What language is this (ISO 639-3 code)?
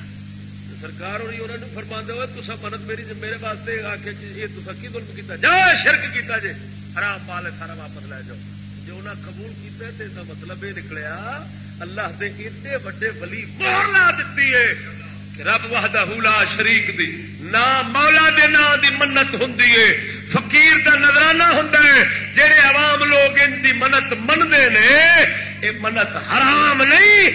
skr